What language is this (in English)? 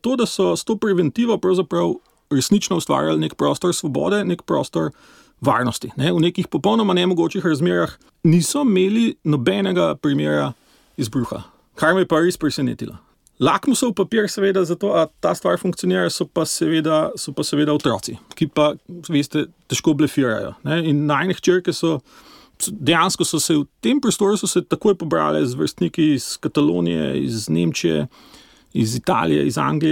Slovenian